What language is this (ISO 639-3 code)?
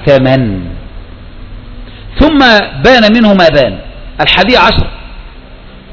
ara